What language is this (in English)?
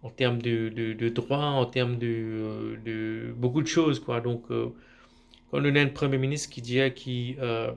Morisyen